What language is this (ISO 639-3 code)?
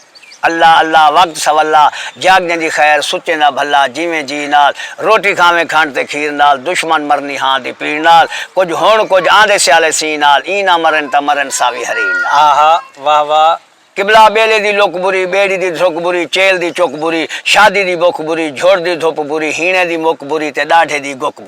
skr